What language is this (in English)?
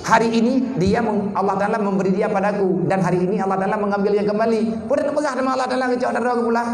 Achinese